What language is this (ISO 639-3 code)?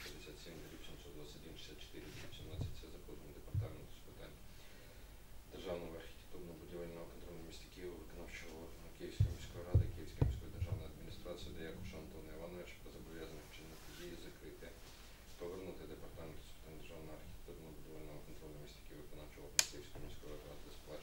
ukr